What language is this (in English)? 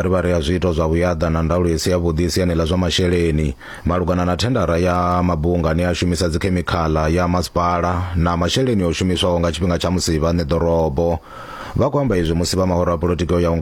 Venda